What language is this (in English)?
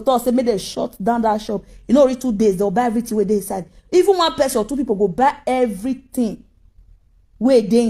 Nigerian Pidgin